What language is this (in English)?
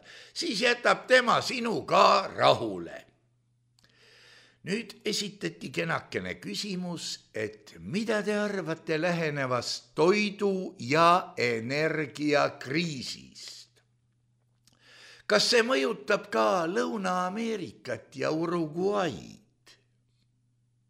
Estonian